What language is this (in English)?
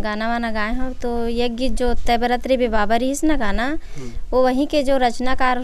Chhattisgarhi